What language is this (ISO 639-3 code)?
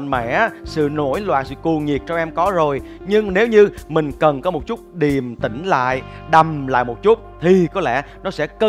vie